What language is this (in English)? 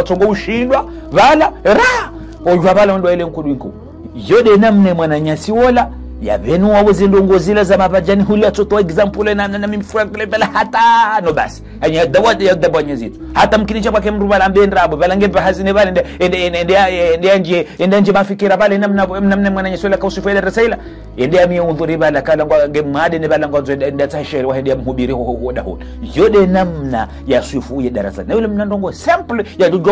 Ngazidja Comorian